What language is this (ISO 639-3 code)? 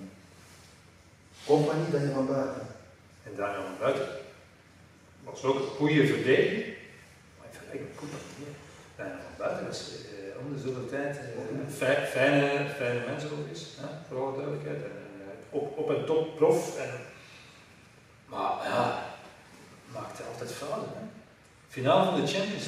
nld